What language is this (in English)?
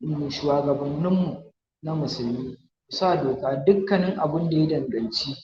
Hausa